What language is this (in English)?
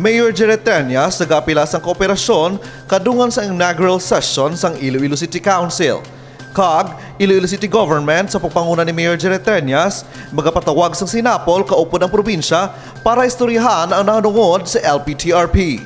Hiligaynon